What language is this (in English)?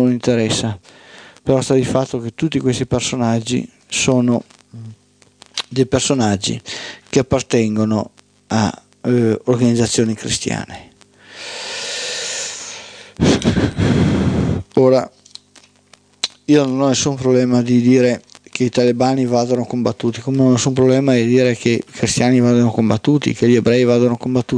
Italian